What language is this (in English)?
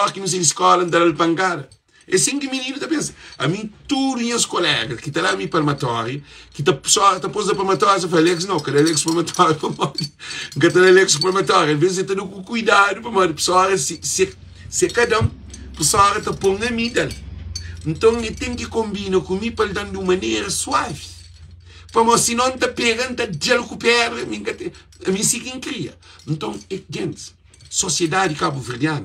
Kabuverdianu